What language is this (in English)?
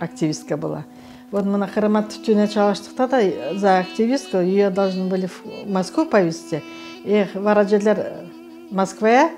Crimean Tatar